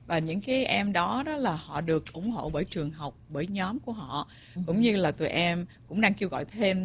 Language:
Vietnamese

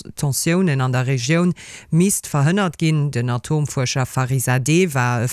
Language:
Luxembourgish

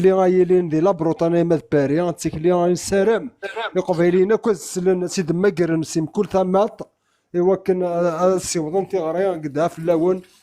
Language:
Kabyle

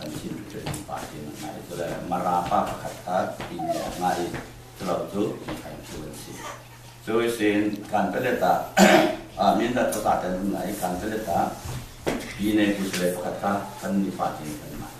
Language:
Falam Chin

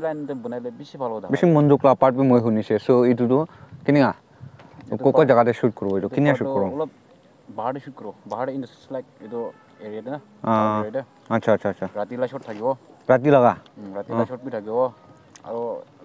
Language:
Naga Pidgin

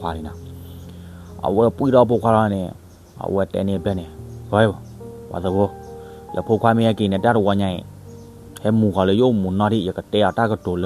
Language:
S'gaw Karen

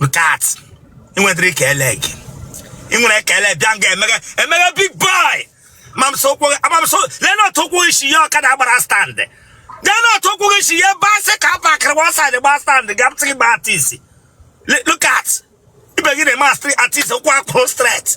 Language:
Igbo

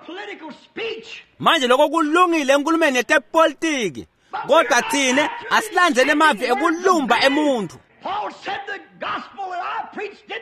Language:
Swati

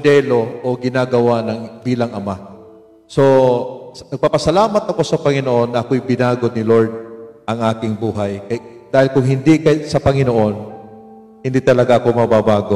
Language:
Waray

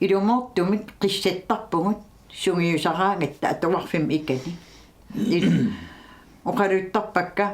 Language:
Kalaallisut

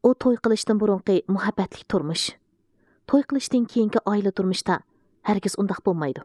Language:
Uyghur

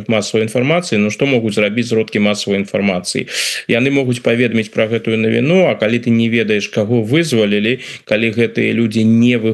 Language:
Belarusian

